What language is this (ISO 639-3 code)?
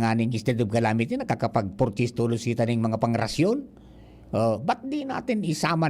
bik